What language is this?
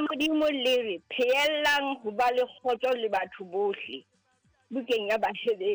Southern Sotho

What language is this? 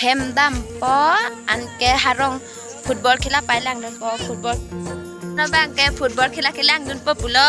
Karbi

